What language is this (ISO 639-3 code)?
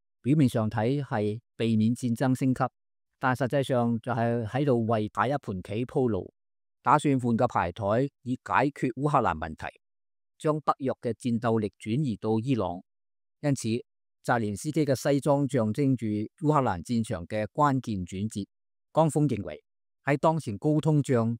yue